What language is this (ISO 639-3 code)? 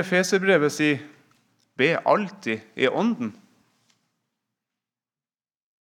nor